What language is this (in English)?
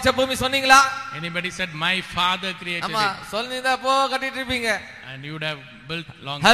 Tamil